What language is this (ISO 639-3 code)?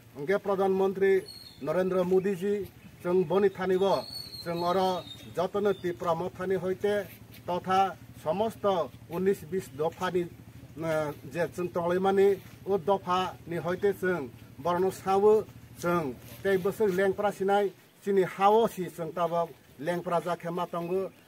trp